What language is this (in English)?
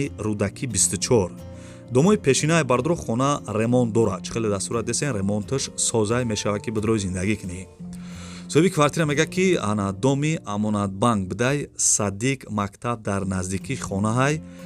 Tajik